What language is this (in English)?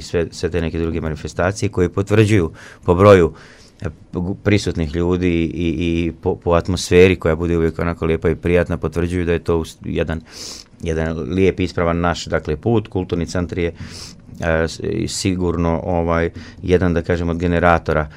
Croatian